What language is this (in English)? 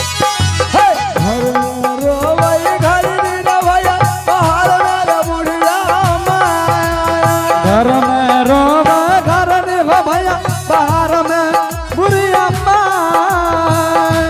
Angika